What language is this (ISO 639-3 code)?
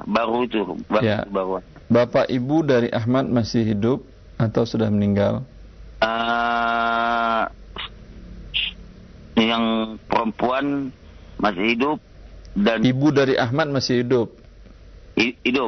ind